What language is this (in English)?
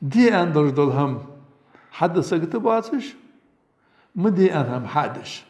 Ingush